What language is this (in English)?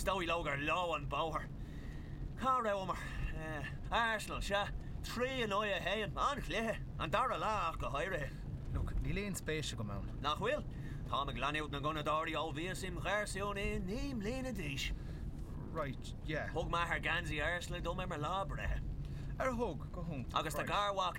Irish